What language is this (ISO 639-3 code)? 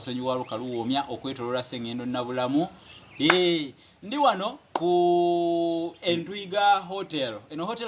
lug